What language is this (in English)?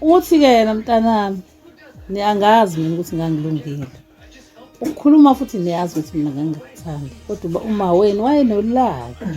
Zulu